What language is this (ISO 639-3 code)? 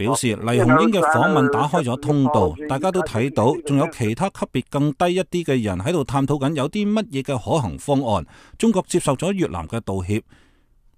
yue